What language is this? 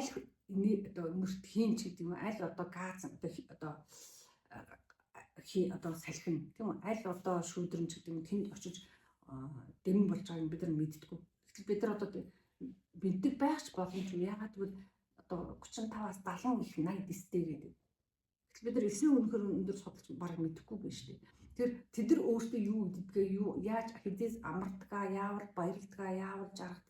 Mongolian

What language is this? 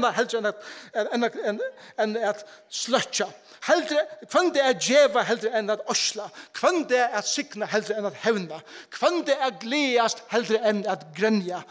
Faroese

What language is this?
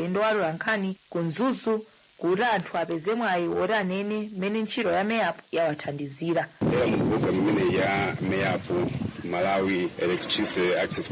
Nyanja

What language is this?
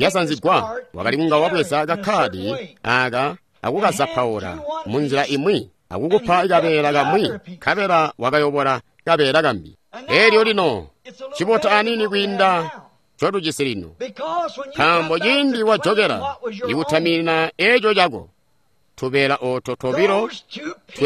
Tonga (Zambia)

